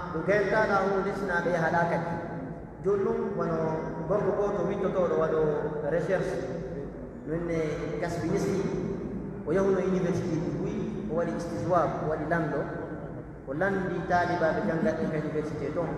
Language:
Pular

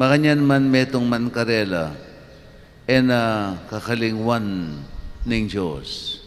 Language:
Pampanga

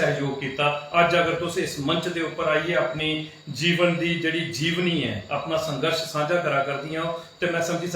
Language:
Dogri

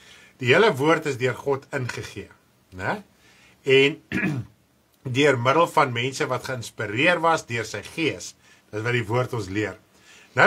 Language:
Afrikaans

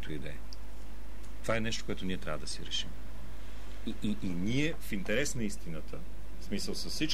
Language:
Bulgarian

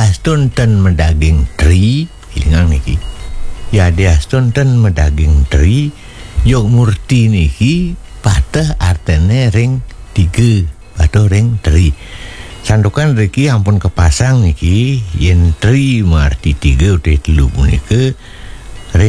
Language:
Balinese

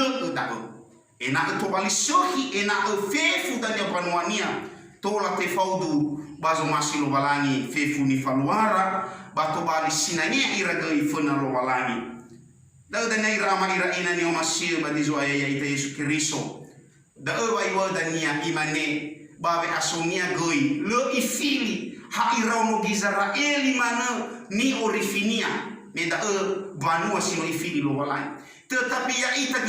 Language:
Nias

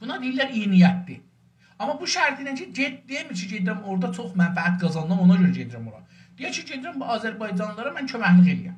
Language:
South Azerbaijani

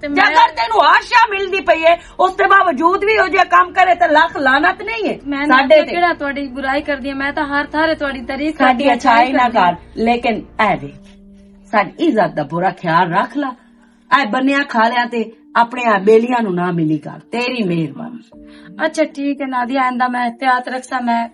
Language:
Western Panjabi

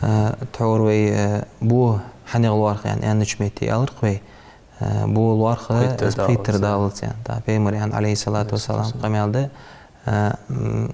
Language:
Ingush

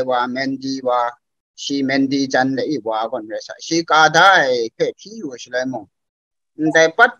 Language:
Kachin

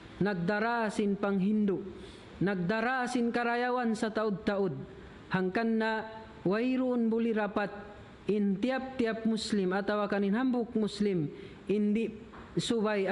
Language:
Tausug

